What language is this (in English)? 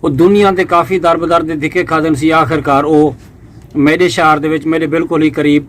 Saraiki